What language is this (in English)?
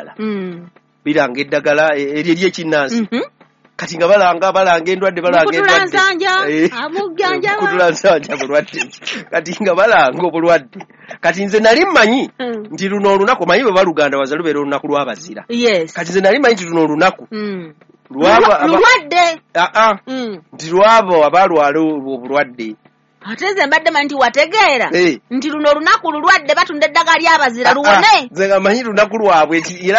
Ganda